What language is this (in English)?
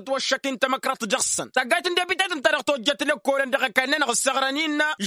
Tamasheq